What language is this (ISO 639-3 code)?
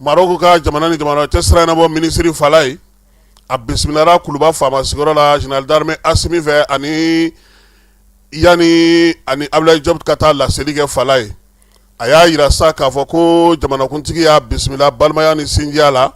bam